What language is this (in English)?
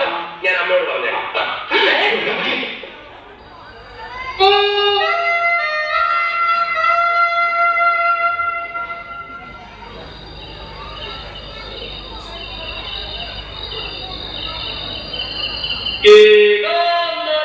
Malayalam